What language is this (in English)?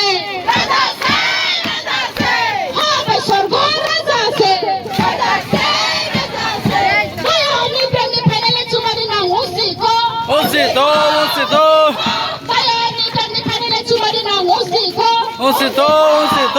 Riang (India)